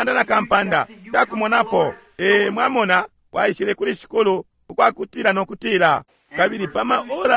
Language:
Bemba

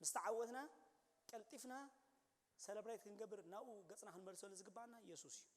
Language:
Tigrinya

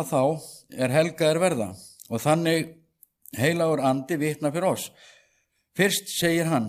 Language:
Icelandic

